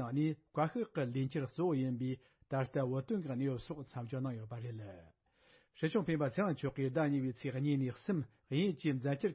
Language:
Tibetan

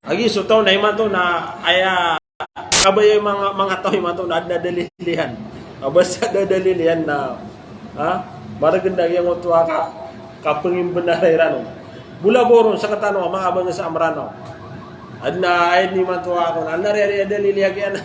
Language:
Maranao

